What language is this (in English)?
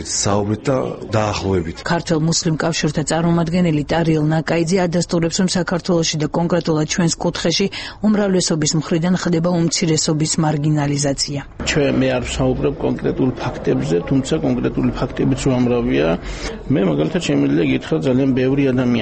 Georgian